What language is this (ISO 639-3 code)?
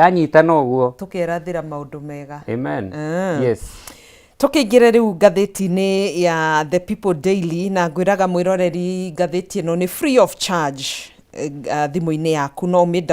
kik